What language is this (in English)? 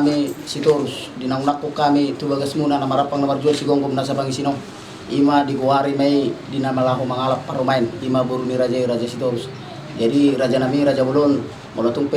Batak Toba